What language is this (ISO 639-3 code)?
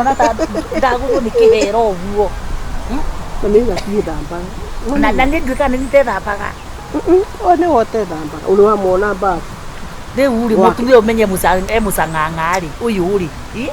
kik